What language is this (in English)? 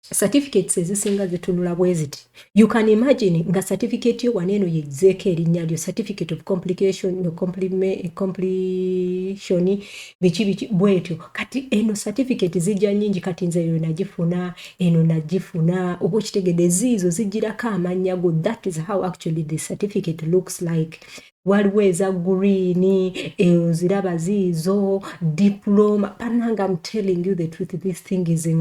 Ganda